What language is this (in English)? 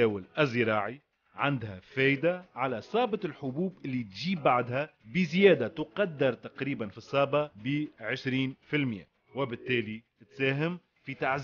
Tunisian Arabic